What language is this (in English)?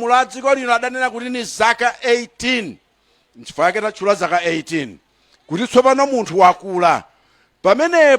Nyanja